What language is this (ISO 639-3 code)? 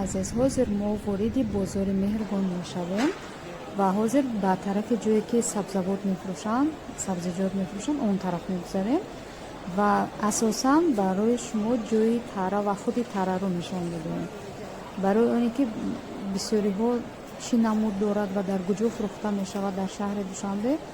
tgk